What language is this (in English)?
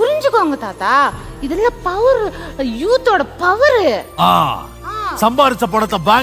Tamil